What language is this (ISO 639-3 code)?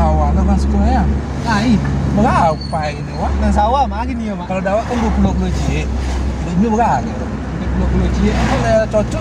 min